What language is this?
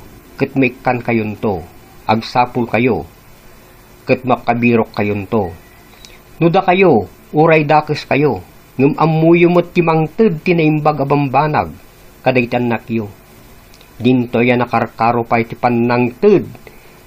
Iloko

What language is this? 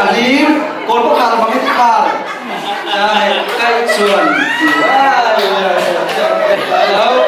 Falam Chin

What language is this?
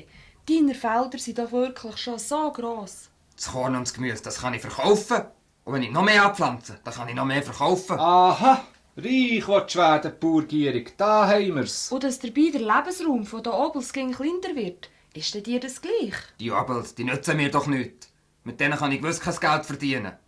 Swiss German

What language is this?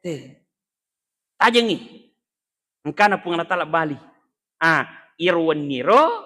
Buginese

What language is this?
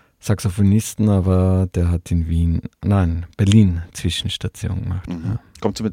German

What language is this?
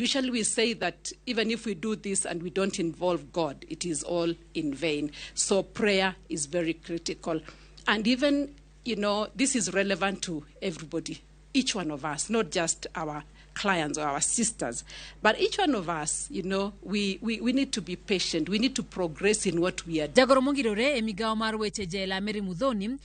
Luo (Kenya and Tanzania)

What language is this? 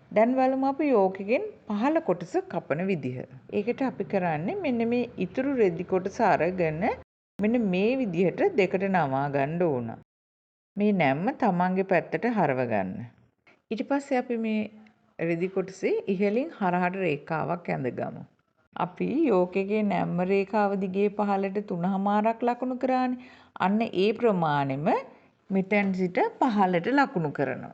Sinhala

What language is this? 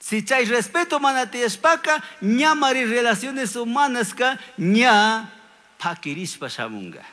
Chimborazo Highland Quichua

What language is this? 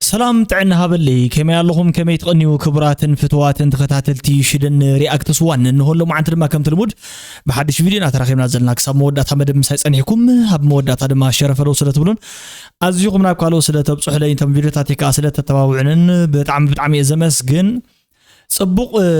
Tigrinya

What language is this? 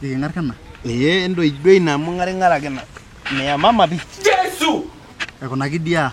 Masai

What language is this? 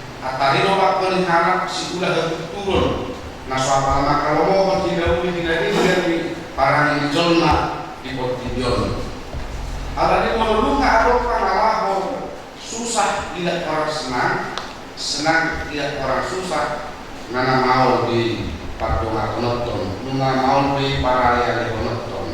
Batak Toba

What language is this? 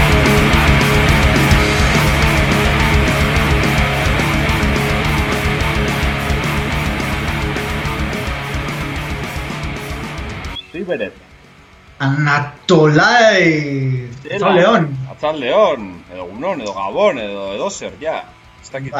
Basque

